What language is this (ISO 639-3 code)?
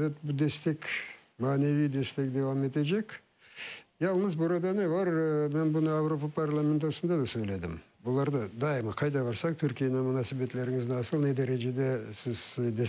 crh